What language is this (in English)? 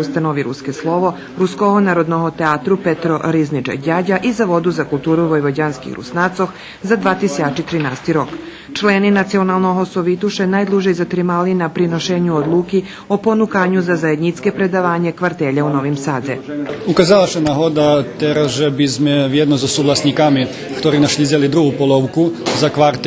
Rusyn